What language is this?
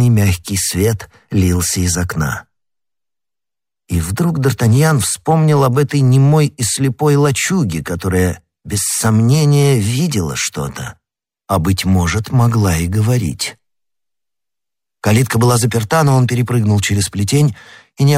Russian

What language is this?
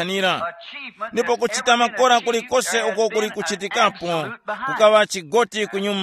Tumbuka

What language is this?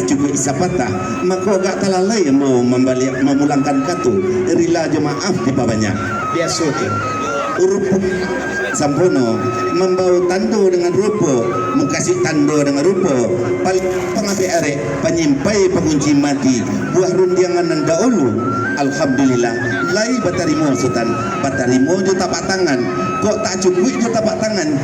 Minangkabau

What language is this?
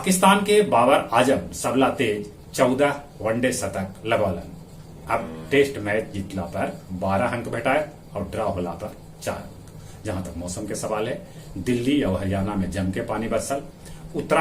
Magahi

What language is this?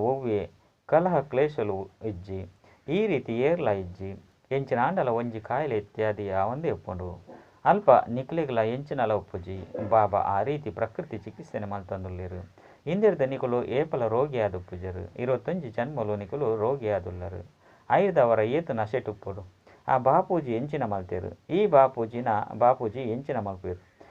Tulu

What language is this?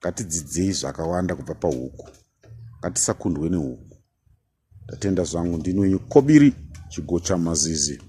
Shona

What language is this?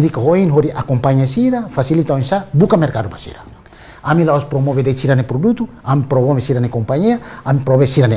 Tetum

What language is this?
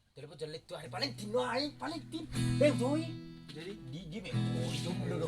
Batak Toba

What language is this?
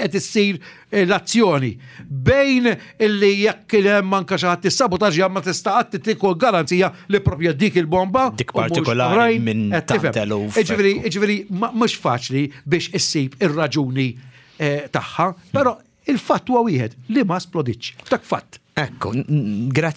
Maltese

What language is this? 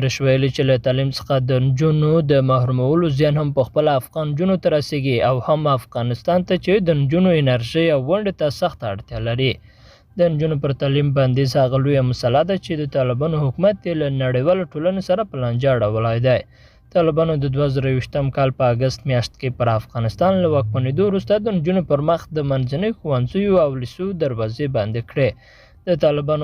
Pashto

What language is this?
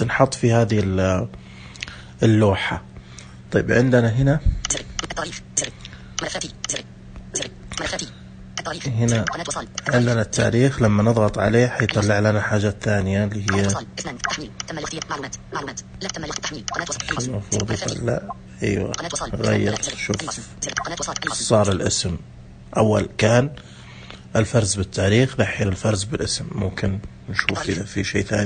Najdi Arabic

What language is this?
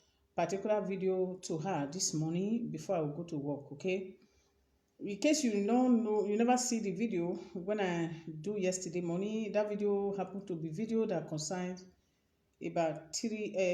Nigerian Pidgin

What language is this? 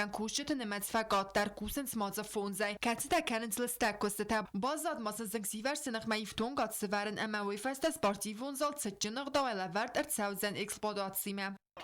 Ossetic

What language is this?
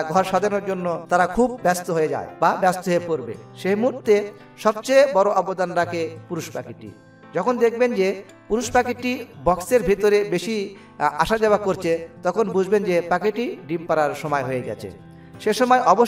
Bangla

